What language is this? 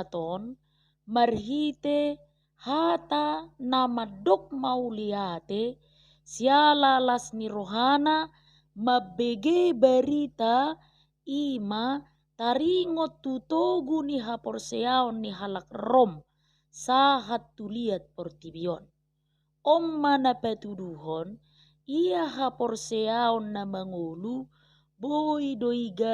Batak Toba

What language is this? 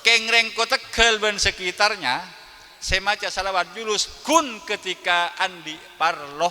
Madurese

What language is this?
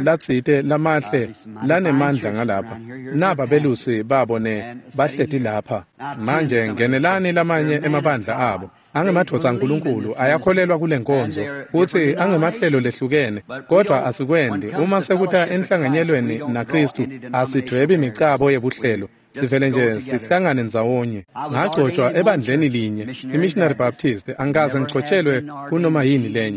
Swati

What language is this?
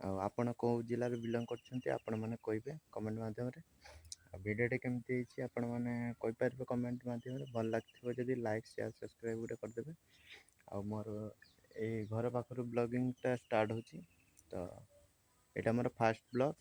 Odia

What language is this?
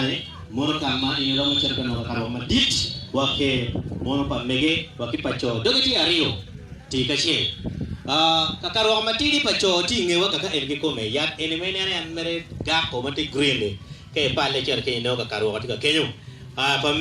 Acoli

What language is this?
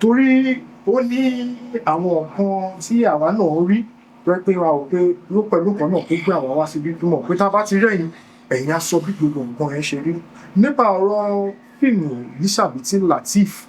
Yoruba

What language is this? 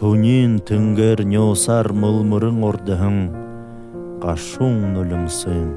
Buriat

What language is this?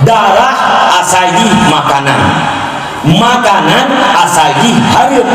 Achinese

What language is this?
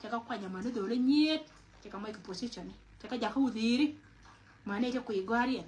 Nuer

